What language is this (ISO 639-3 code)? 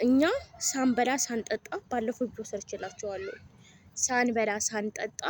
amh